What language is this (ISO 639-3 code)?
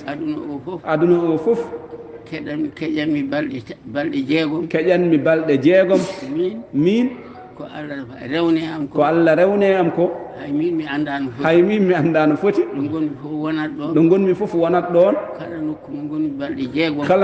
ful